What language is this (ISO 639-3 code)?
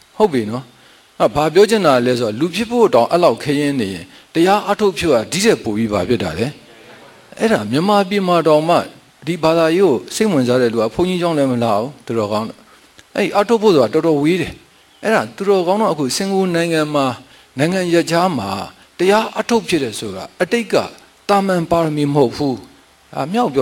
mya